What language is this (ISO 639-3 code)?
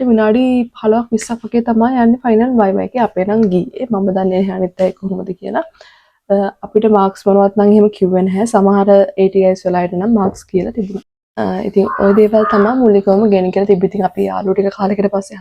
sin